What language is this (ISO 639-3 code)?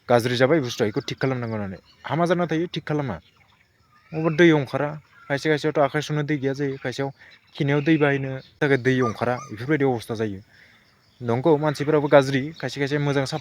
brx